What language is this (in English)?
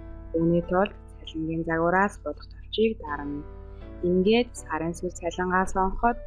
Mongolian